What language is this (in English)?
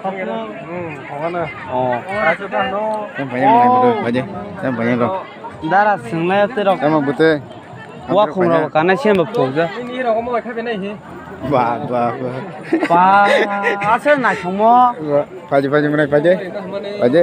Kok Borok